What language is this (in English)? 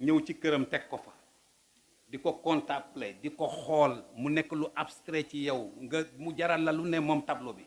Wolof